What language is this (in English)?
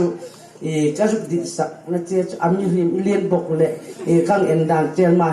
Hmar